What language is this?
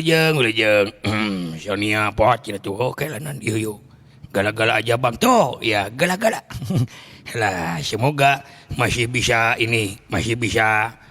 Sundanese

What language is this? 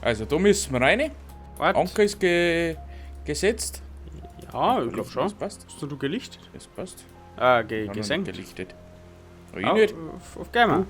Bavarian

